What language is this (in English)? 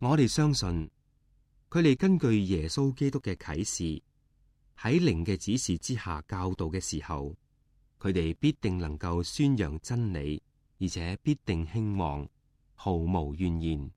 Cantonese